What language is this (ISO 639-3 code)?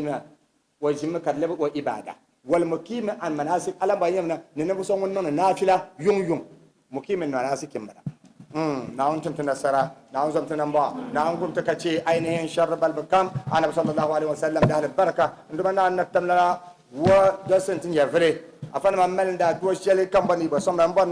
dag